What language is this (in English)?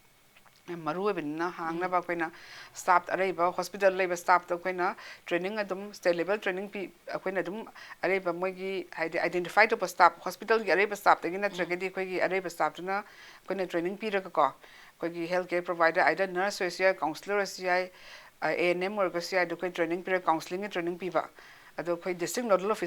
Manipuri